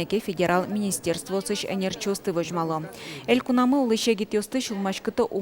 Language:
Udmurt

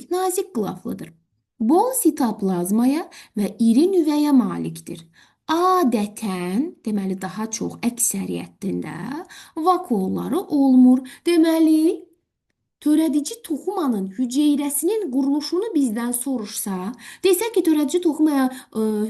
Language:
Azerbaijani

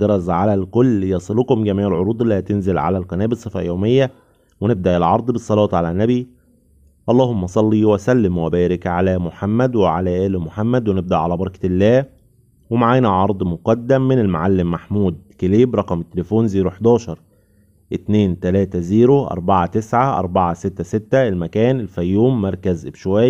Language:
Egyptian Arabic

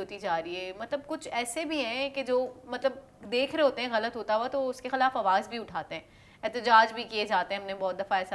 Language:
Urdu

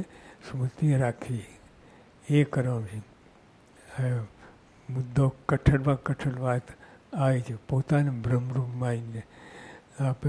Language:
Gujarati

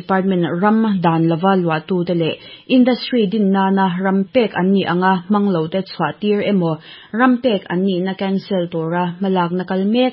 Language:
Mizo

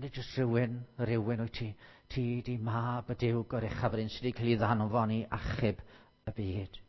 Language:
Welsh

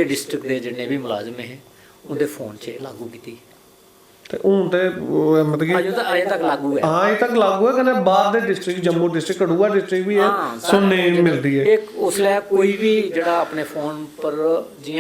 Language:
Dogri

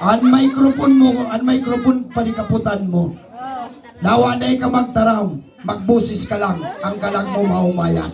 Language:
Bikol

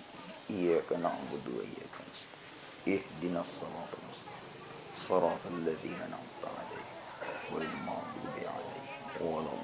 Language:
Buginese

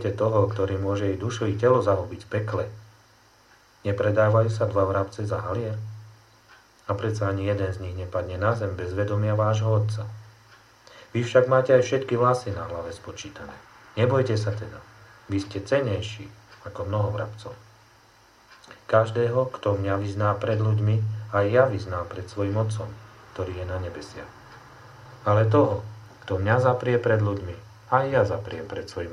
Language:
Slovak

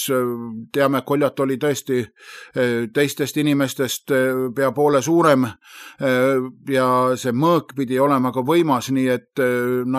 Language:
Estonian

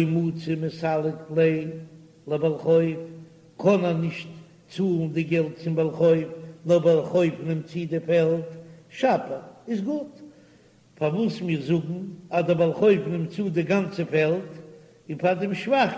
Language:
Yiddish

